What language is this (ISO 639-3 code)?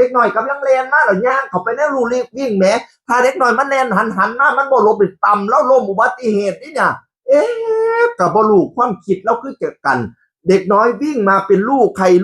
tts